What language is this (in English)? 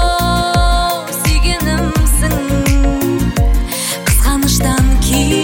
Kazakh